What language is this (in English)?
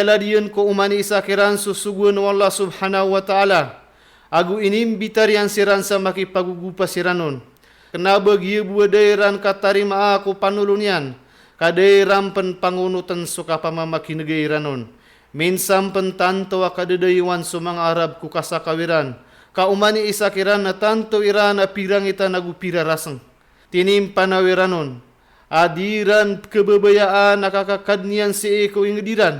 Maranao